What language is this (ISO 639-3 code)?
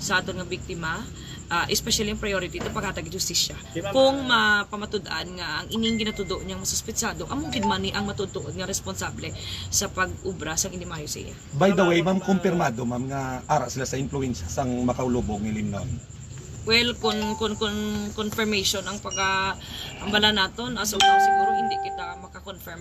hil